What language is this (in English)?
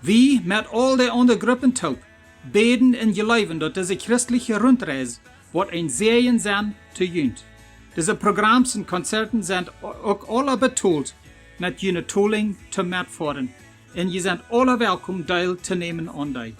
Plautdietsch